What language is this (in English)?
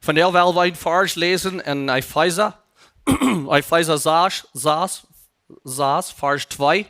Plautdietsch